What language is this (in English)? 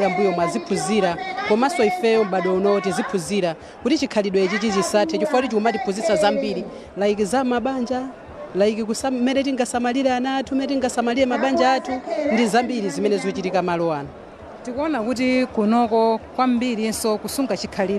Nyanja